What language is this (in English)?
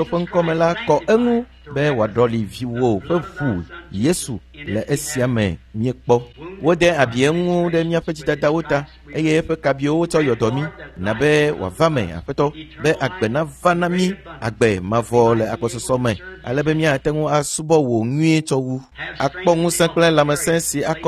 Ewe